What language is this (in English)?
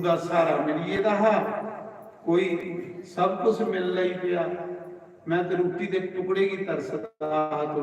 Dogri